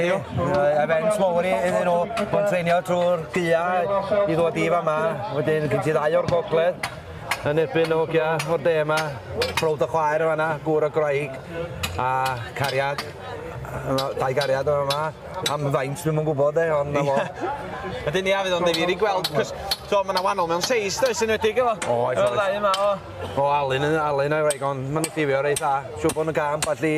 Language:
Welsh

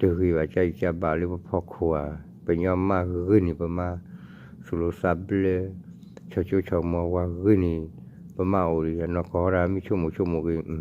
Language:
S'gaw Karen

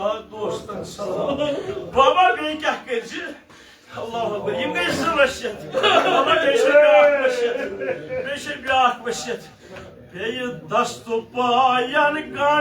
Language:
Kashmiri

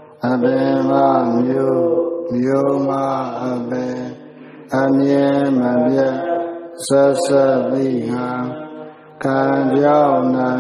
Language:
Burmese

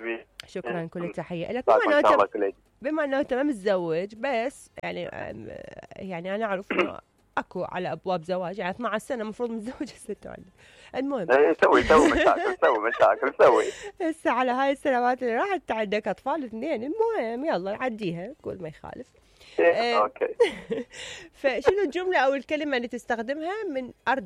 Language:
Mesopotamian Arabic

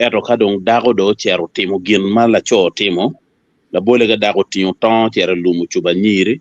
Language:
Acoli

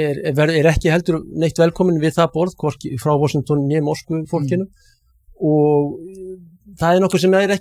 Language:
Icelandic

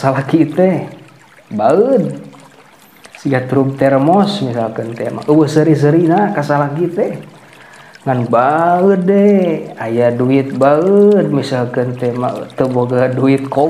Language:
Sundanese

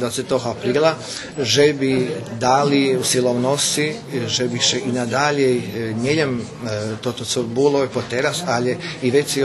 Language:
Rusyn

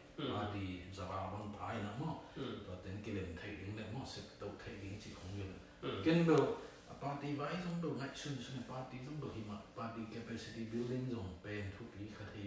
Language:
Tedim Chin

